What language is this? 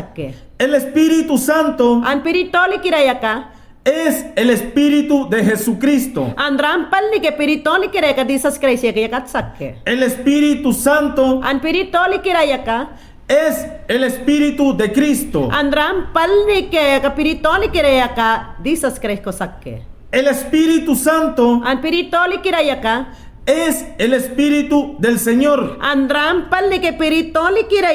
Mayangna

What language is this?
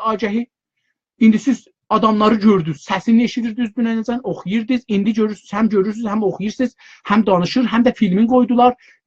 South Azerbaijani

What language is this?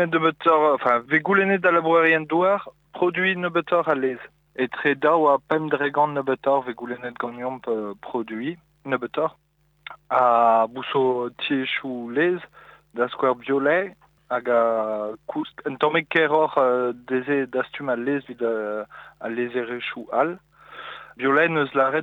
Breton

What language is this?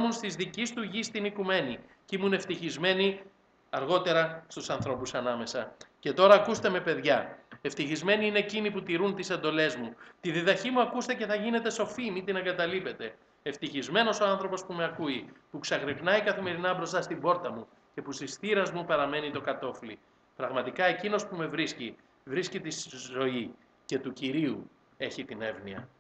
Greek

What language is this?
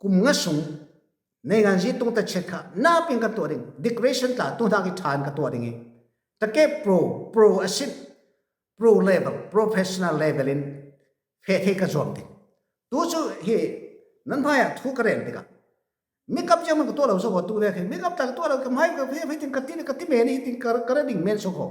Falam Chin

